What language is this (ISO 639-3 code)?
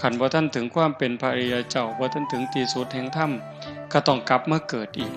tts